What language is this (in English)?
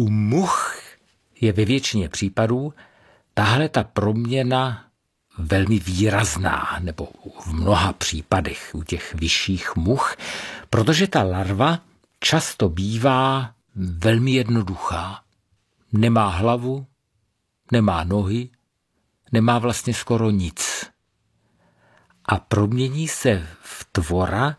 Czech